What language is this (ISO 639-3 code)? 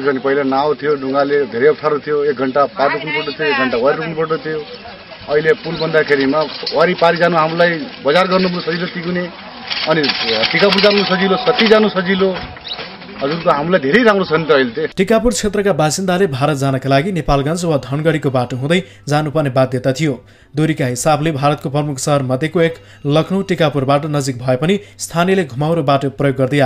nep